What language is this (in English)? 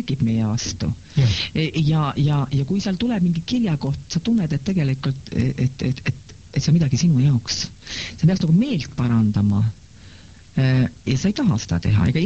Estonian